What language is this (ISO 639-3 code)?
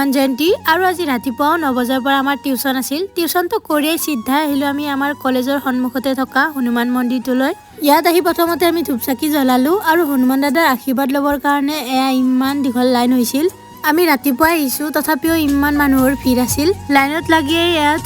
asm